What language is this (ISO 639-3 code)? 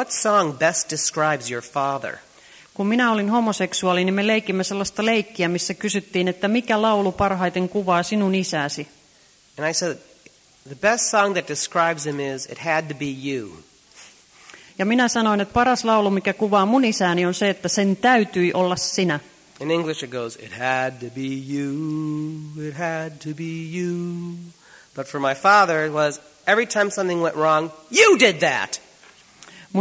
fin